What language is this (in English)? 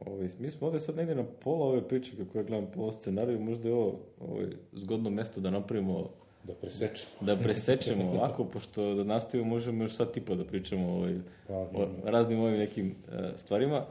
Serbian